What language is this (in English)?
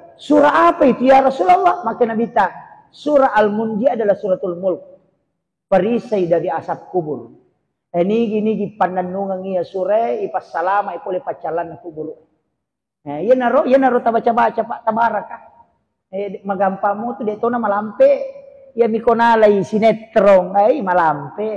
Buginese